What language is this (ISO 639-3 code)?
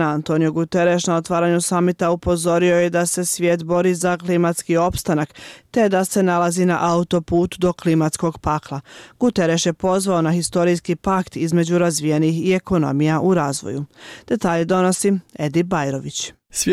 bos